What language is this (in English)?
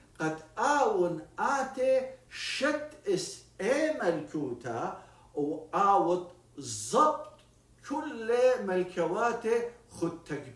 Assyrian Neo-Aramaic